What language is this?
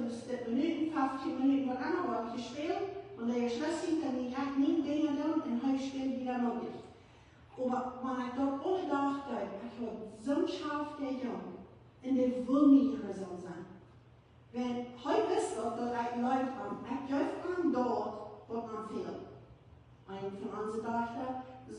Plautdietsch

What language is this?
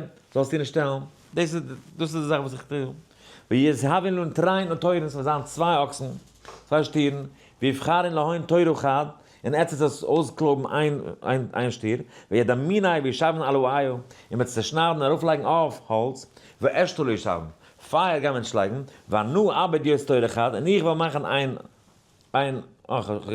Yiddish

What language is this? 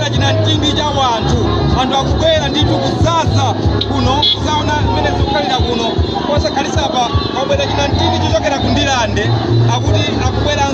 Nyanja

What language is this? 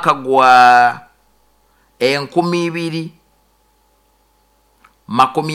Nyoro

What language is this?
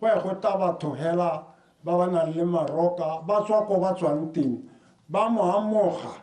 Tswana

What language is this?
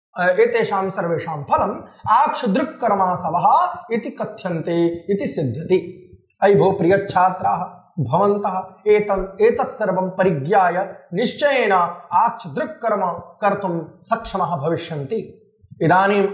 Sanskrit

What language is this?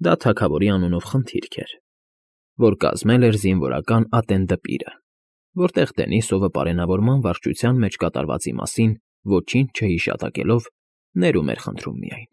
Armenian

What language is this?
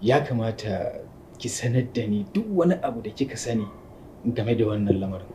Hausa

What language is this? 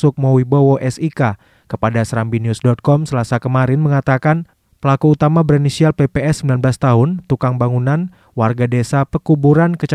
Indonesian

